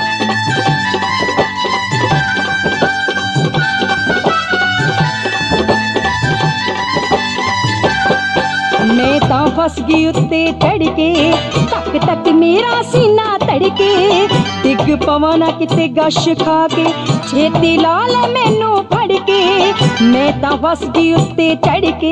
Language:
Punjabi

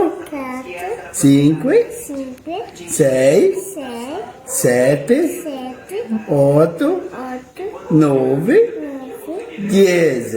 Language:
Venetian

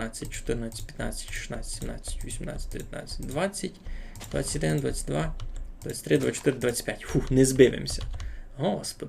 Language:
Rusyn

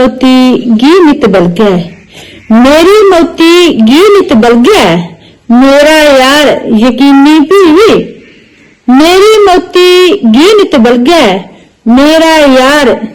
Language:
Dogri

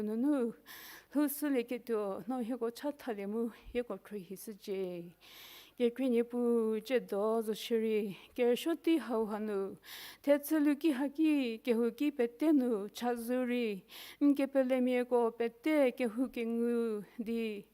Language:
Angami Naga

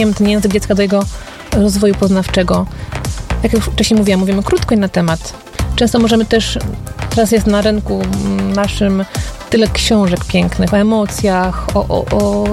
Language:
Polish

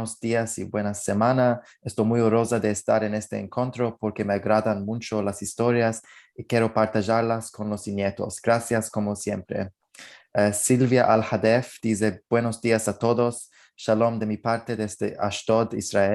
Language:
Ladino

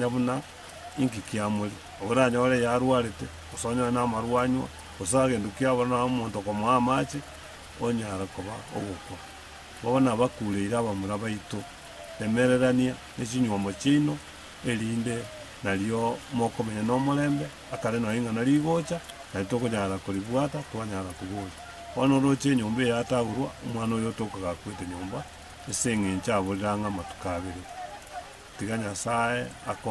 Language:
Gusii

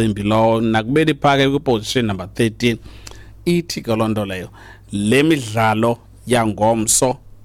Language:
Xhosa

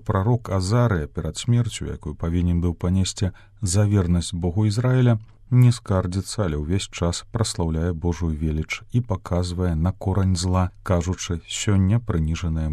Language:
Belarusian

